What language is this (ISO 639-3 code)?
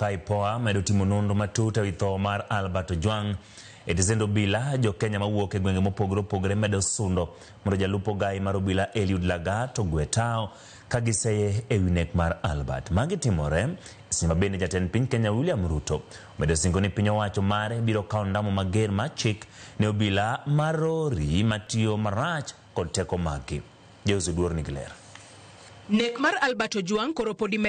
luo